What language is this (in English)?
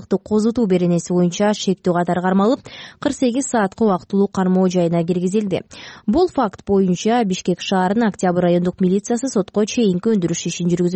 Kyrgyz